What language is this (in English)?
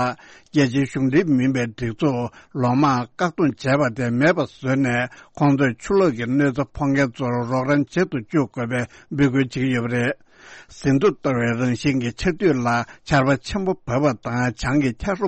Tibetan